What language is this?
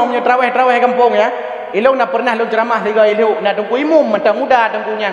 Achinese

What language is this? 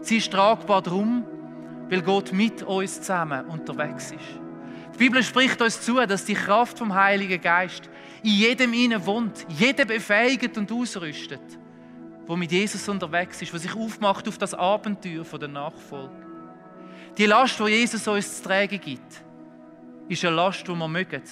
Swiss German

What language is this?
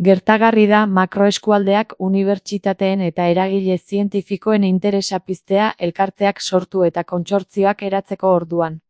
Basque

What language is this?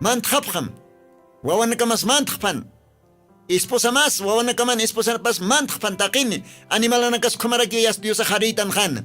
Aymara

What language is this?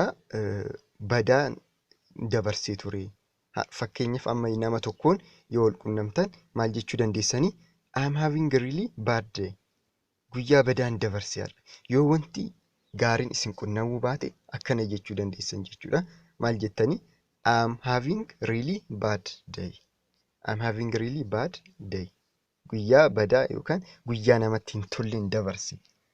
Oromo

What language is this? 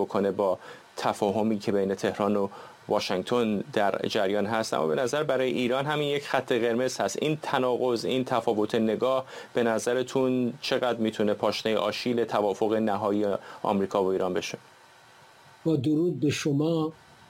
Persian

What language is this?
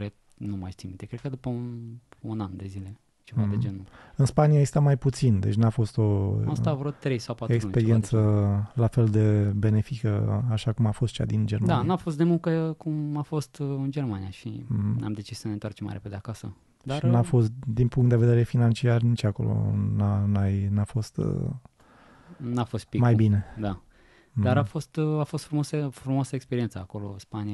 Romanian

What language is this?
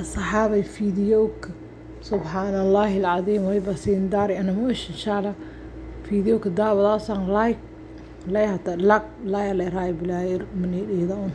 Somali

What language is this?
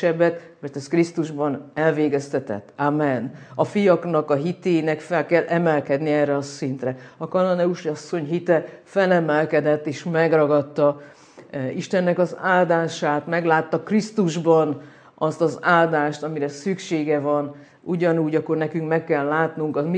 Hungarian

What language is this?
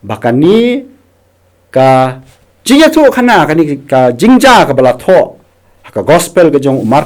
Khasi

